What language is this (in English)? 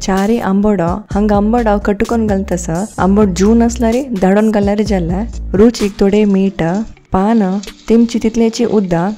Konkani